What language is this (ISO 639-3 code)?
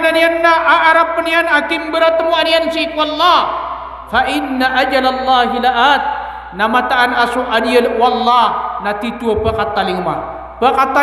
mrw